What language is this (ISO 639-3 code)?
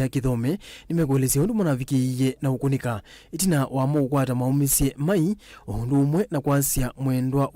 kam